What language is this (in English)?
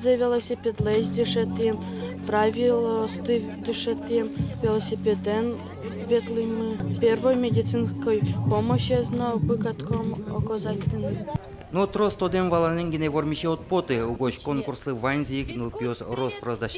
Udmurt